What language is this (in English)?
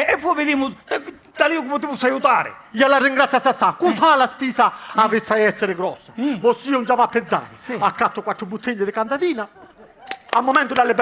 Sicilian